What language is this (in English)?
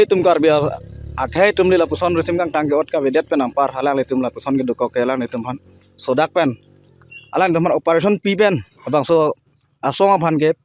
Karbi